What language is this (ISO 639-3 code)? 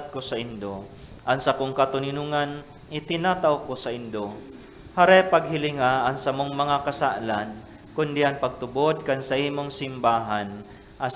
bik